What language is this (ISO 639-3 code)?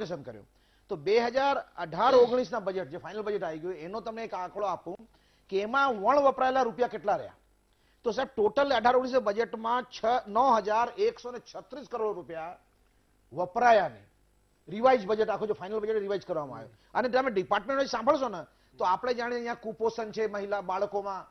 guj